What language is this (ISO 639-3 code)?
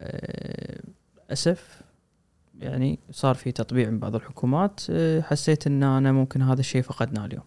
afb